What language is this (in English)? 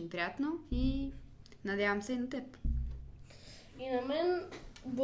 Bulgarian